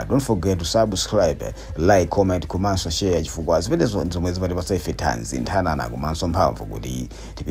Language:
Nyanja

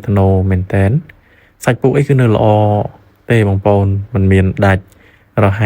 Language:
Khmer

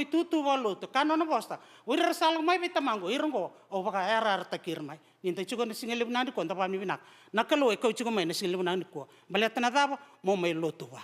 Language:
Fijian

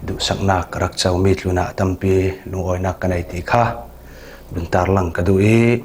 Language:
Falam Chin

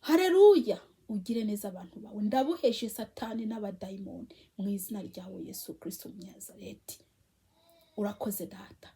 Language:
Kinyarwanda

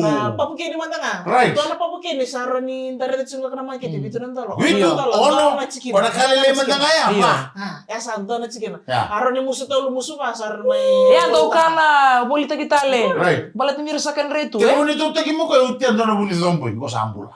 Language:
Fijian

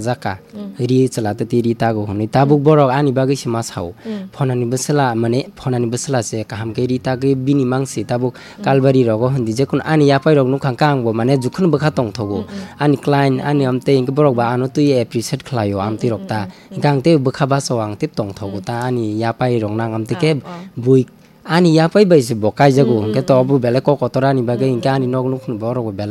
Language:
Kok Borok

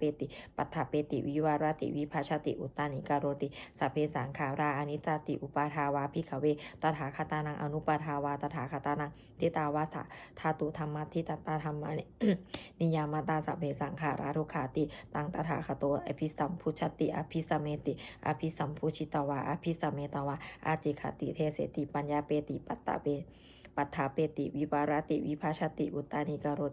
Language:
Pali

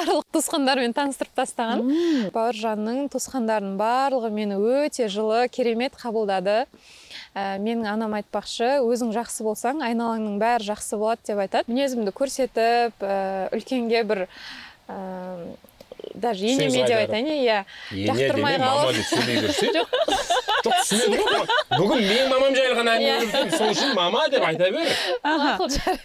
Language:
Kazakh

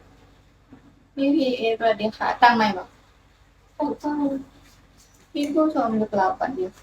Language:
Lao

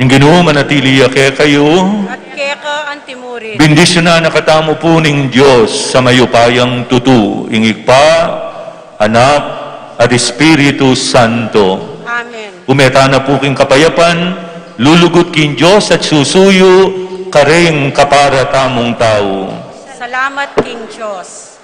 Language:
Pampanga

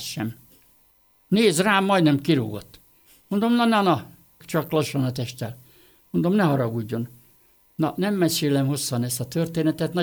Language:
Hungarian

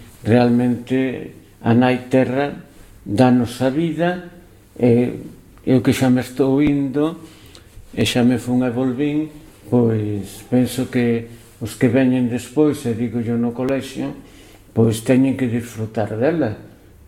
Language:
Galician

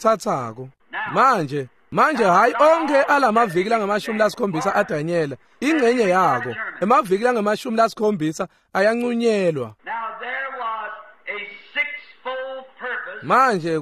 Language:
Swati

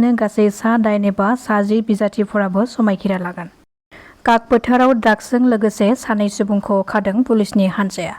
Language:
Bodo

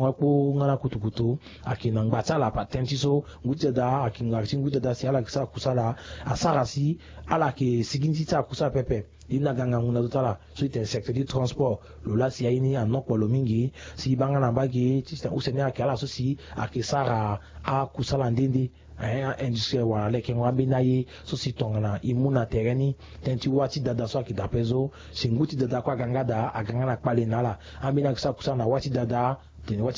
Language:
Sango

